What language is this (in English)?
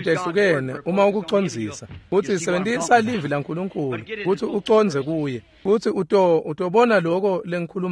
Swati